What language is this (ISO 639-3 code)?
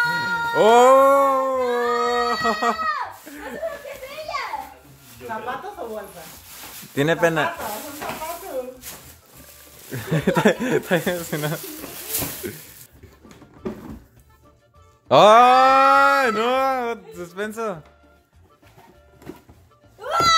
spa